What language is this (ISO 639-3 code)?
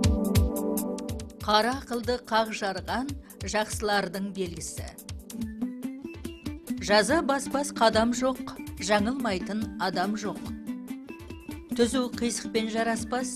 kaz